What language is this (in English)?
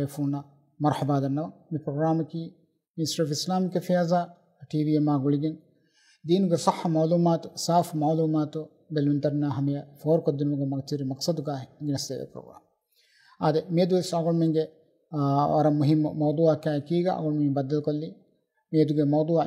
Divehi